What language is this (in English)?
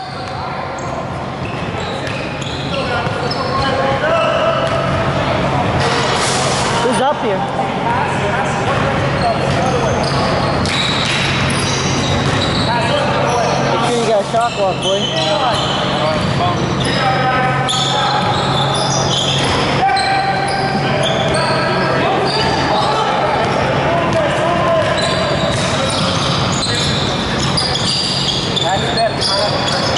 English